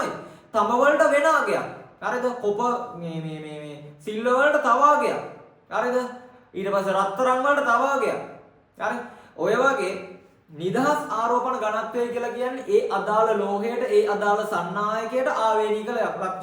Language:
Sinhala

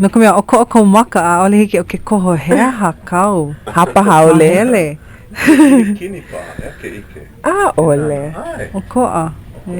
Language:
Hawaiian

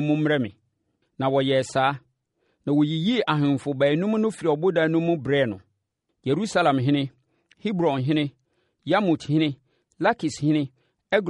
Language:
Akan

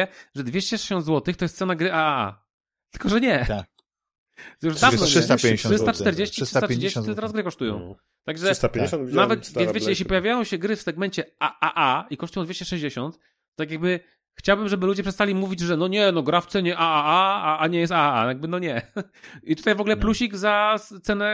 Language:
Polish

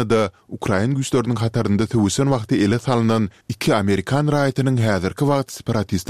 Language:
Turkmen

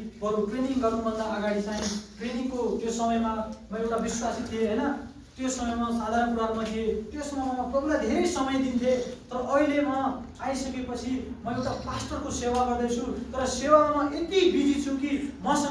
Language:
Nepali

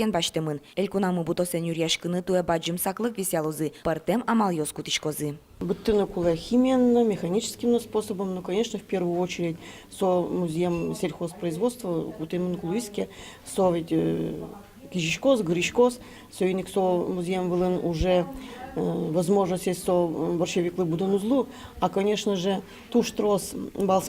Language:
Udmurt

